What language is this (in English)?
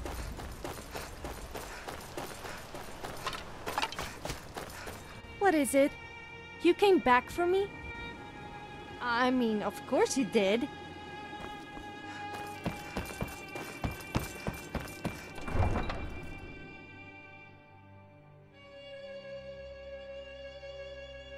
English